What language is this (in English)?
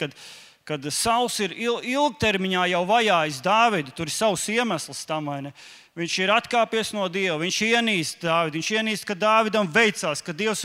Latvian